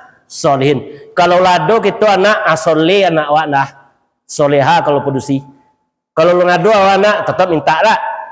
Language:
Minangkabau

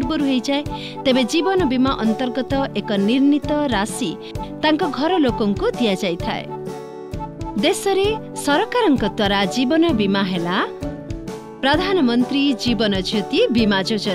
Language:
Odia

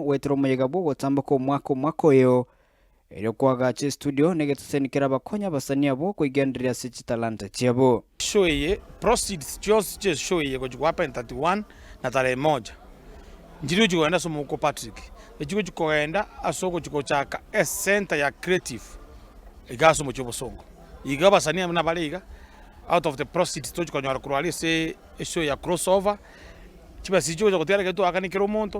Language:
Gusii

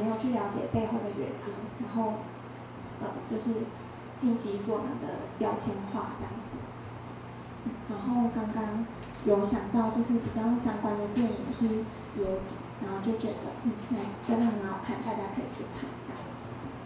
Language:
Chinese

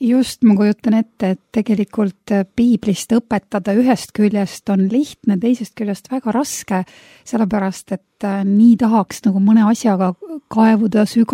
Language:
Estonian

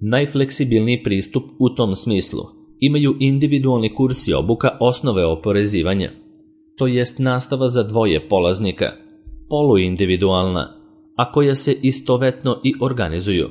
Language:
Serbian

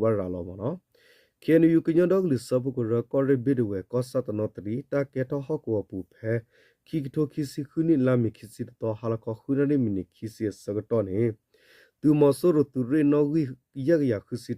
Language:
S'gaw Karen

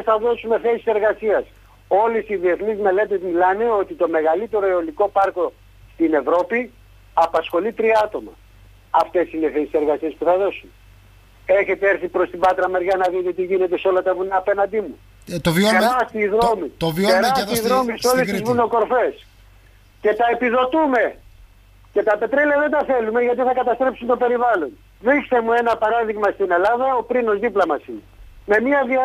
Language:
Greek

